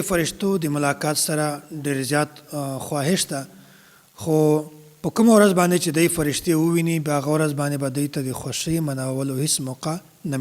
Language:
Pashto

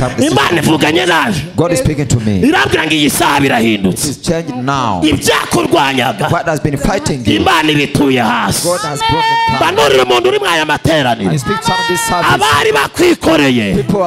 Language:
Kinyarwanda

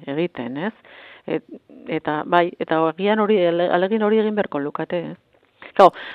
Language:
Basque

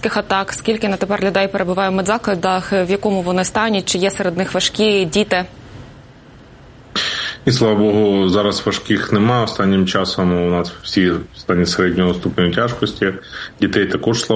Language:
Ukrainian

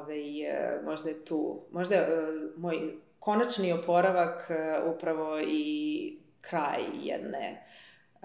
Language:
Serbian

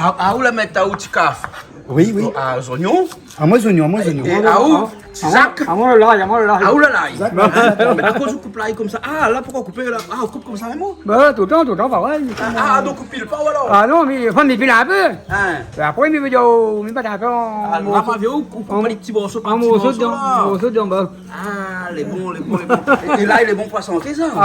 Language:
Réunion Creole French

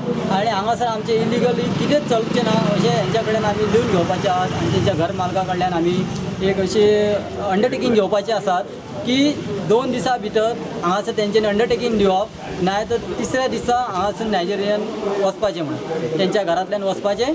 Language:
Konkani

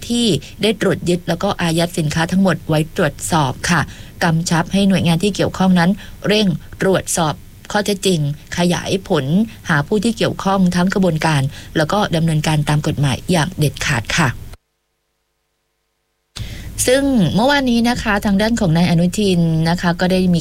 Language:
Thai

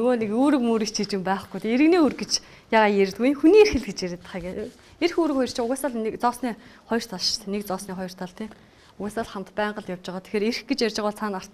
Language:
Mongolian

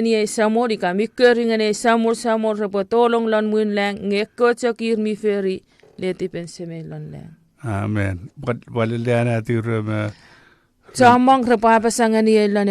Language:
Chuukese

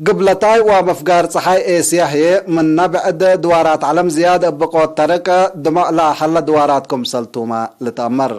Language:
Tigre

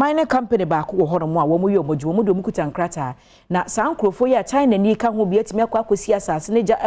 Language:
Akan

